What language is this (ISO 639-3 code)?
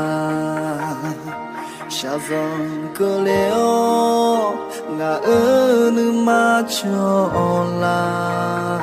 ahk